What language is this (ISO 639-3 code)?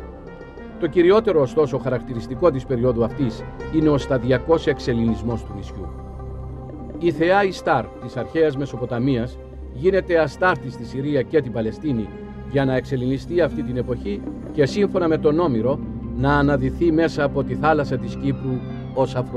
ell